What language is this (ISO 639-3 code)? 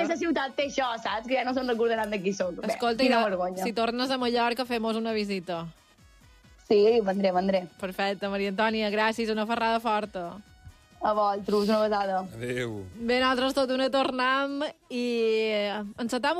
cat